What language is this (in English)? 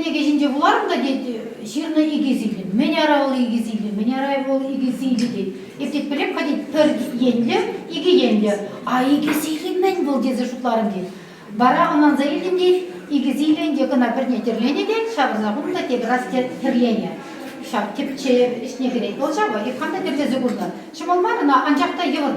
Chuvash